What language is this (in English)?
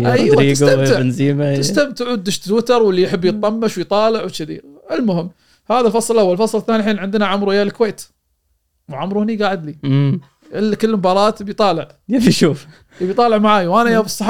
Gulf Arabic